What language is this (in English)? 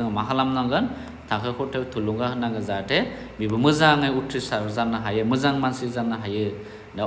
Bodo